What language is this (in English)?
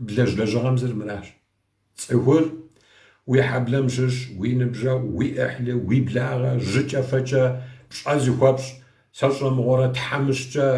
Kabardian